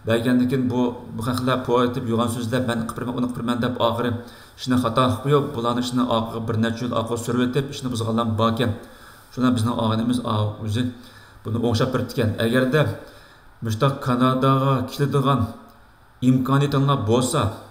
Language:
Uyghur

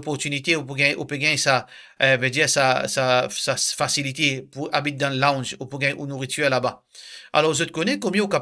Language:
Morisyen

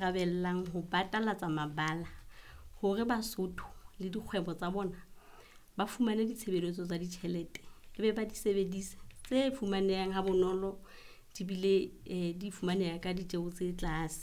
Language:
Southern Sotho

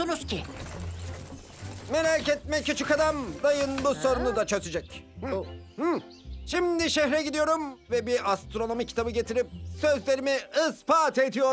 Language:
Turkish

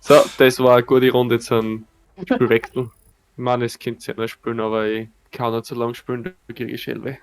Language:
Bavarian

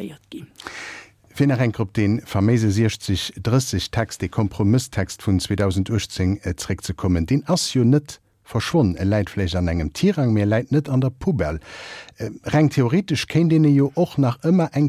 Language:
Luxembourgish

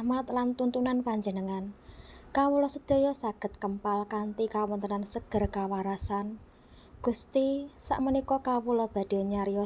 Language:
Javanese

